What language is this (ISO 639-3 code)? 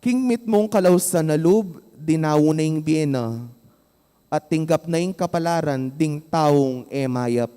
pam